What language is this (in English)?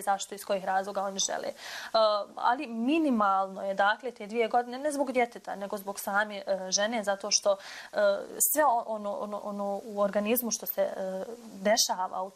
Bosnian